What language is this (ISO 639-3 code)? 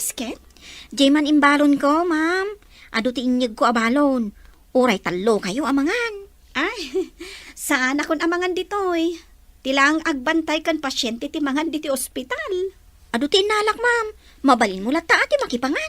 ilo